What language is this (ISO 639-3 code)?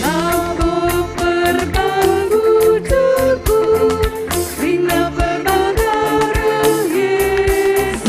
btx